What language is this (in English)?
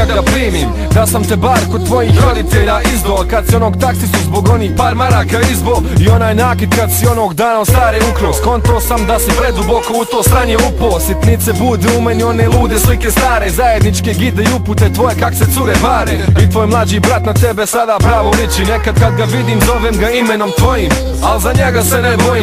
Croatian